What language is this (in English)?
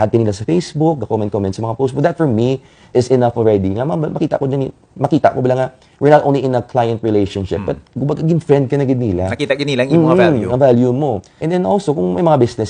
Hiligaynon